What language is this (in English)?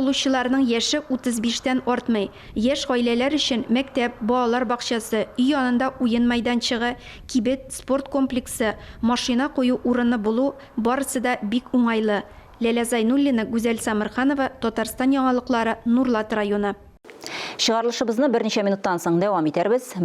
Tatar